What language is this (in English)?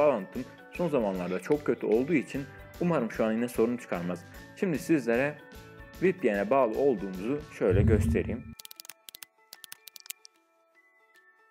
Turkish